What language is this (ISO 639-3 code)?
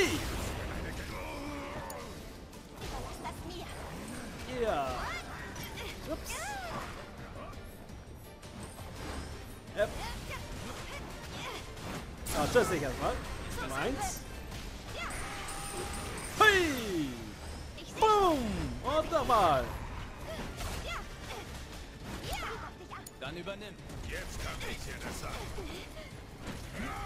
deu